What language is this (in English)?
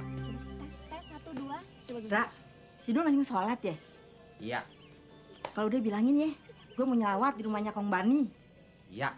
Betawi